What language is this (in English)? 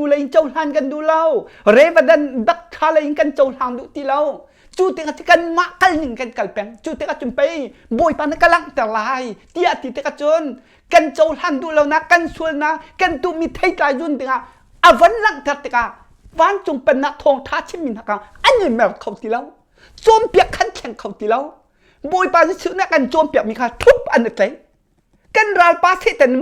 Hakha Chin